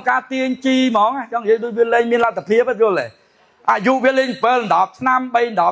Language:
Khmer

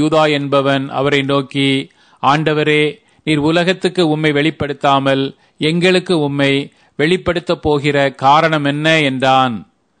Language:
Tamil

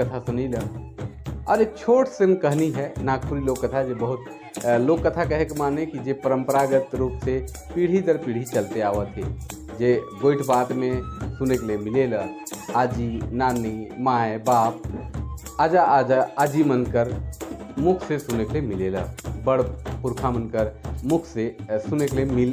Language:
Sadri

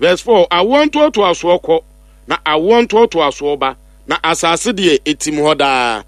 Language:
Akan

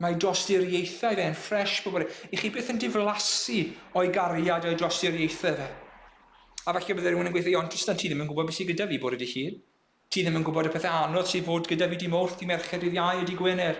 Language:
Welsh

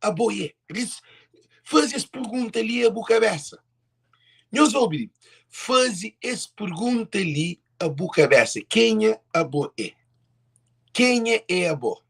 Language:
Kabuverdianu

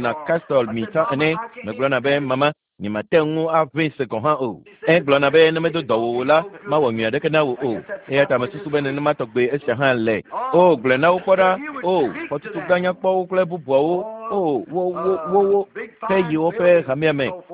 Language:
Ewe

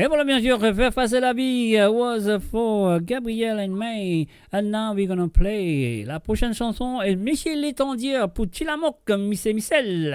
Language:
Morisyen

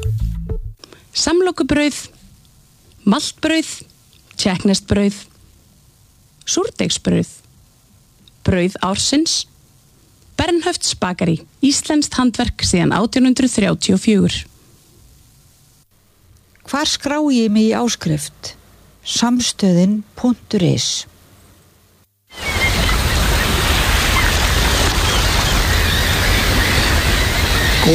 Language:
Icelandic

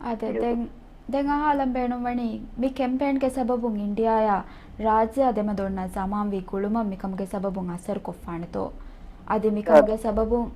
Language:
Divehi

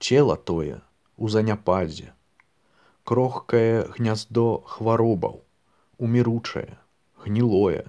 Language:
Belarusian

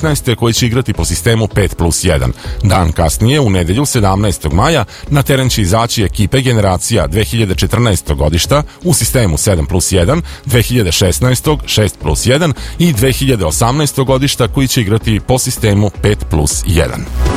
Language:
Serbian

